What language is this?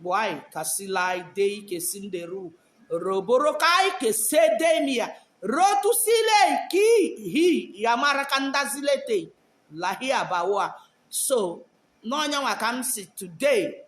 Igbo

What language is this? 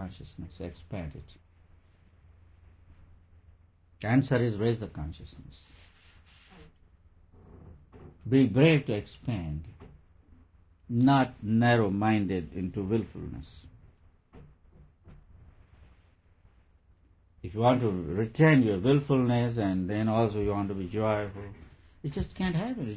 English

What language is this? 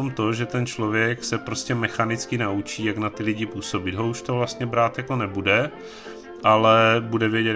Czech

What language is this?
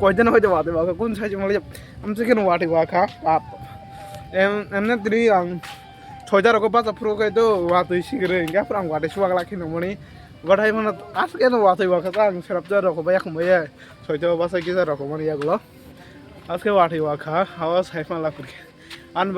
Kok Borok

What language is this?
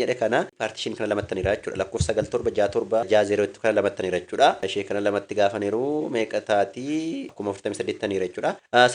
Oromo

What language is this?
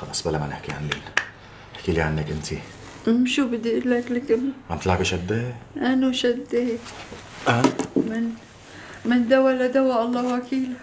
North Levantine Arabic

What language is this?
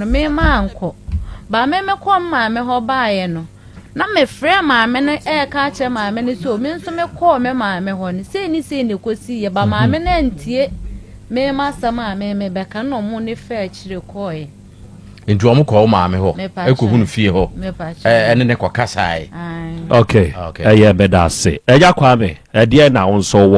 Akan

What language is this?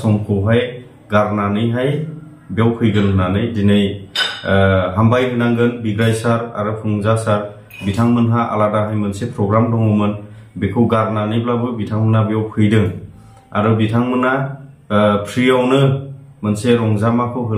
Bodo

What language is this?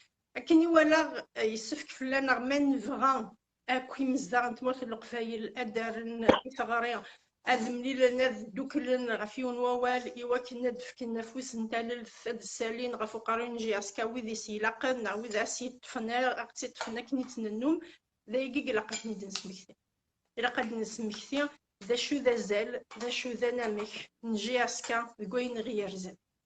Kabyle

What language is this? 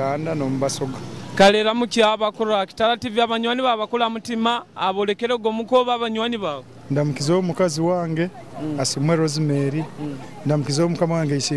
Nyoro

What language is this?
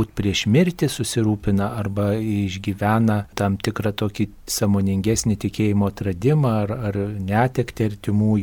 Lithuanian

